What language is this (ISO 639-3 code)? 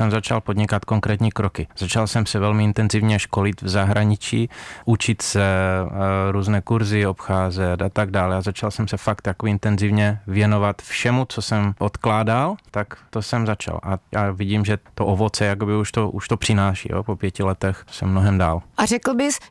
ces